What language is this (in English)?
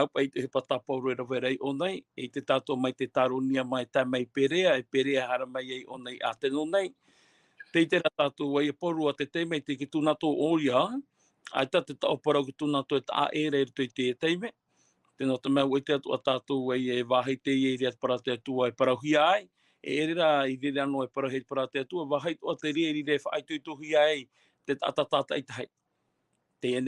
Tahitian